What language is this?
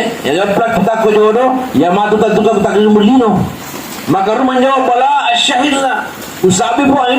Buginese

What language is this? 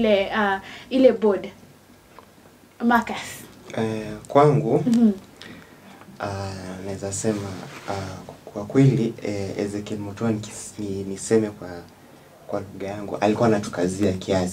Swahili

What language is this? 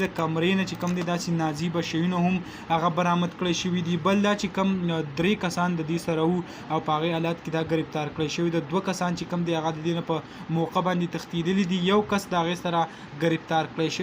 Pashto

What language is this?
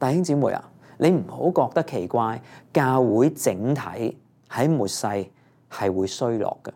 Cantonese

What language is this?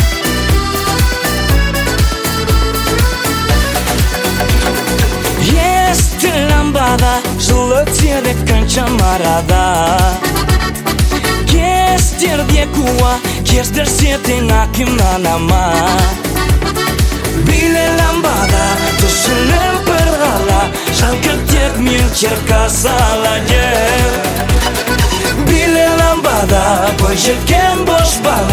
Kazakh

